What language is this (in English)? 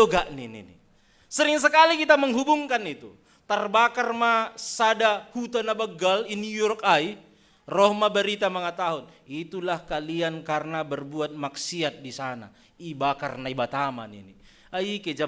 Batak Simalungun